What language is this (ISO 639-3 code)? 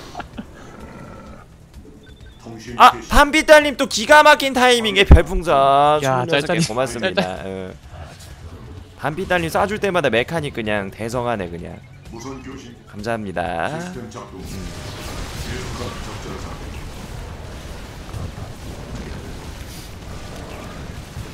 kor